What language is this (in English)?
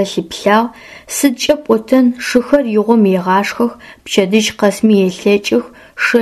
Adyghe